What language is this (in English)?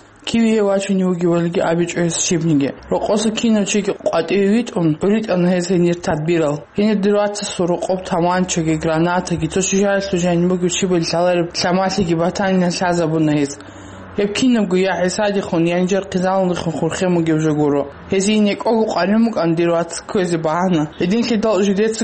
Avaric